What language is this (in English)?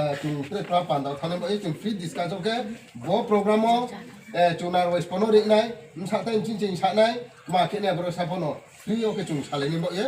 Riang (India)